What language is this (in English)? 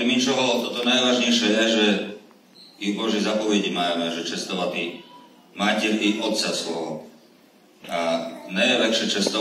Rusyn